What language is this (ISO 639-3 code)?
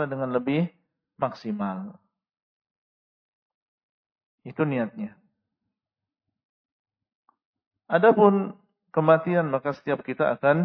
ind